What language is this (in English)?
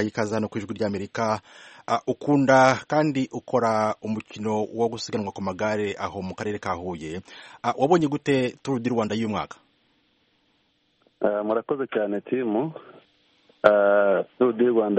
Kinyarwanda